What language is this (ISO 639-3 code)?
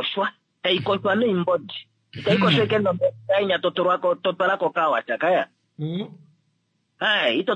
kua